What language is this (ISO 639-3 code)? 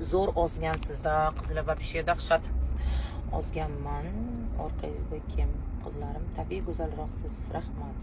uzb